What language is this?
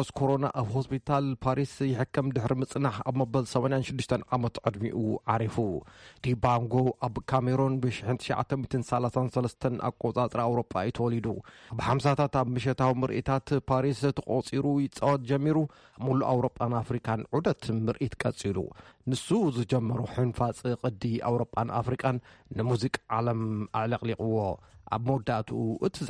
Tigrinya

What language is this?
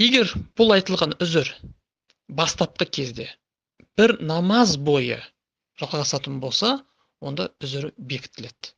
Kazakh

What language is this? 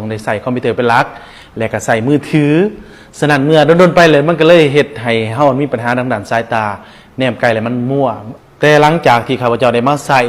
Lao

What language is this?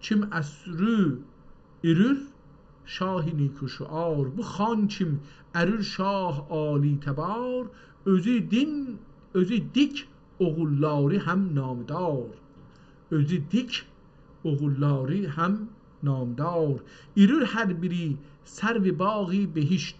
South Azerbaijani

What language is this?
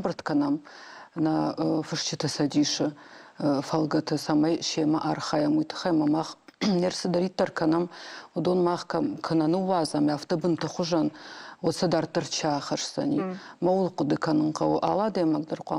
Ossetic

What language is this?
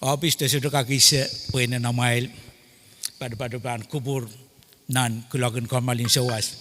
Pohnpeian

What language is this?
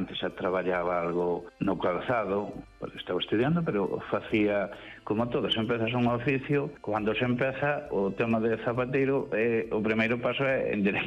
Galician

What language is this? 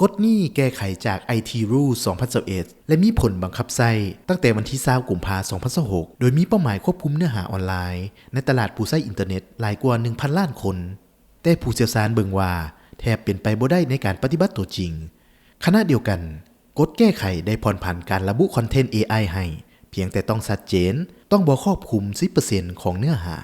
Lao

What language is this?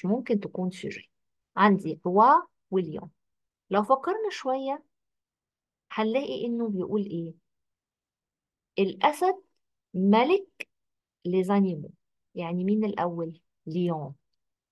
Egyptian Arabic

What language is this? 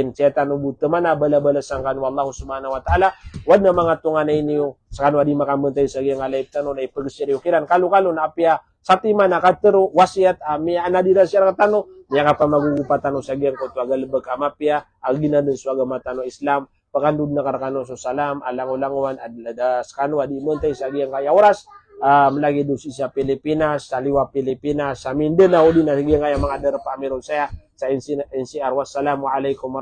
Maranao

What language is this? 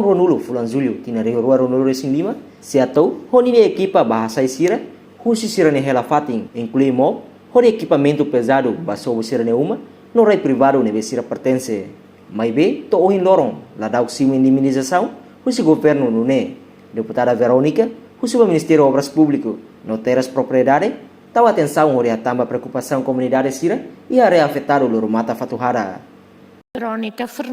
Tetum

